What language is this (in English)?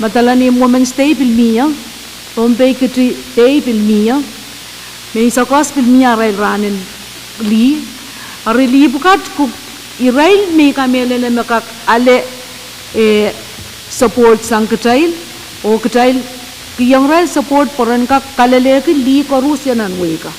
Pohnpeian